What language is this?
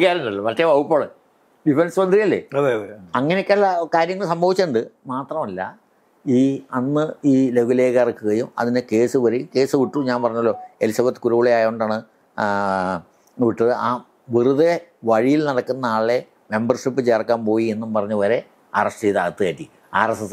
Malayalam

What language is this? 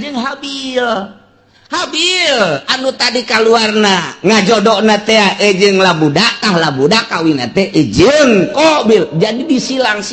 Sundanese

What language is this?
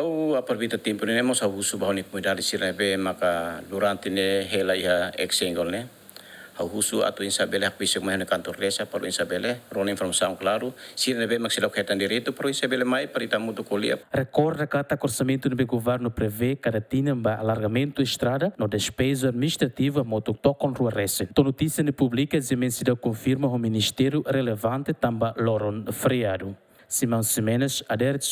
Tetum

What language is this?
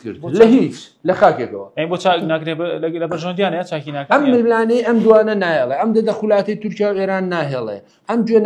Central Kurdish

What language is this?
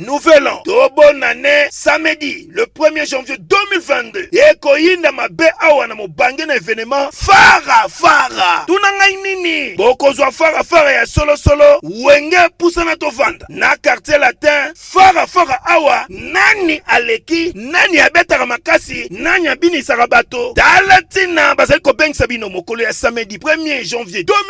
Lingala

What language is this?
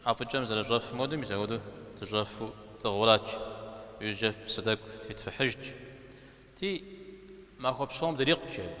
Kabardian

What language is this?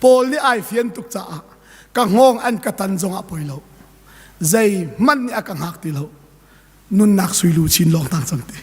Hakha Chin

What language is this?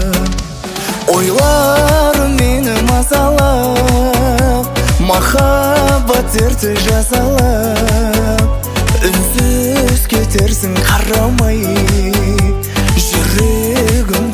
Kazakh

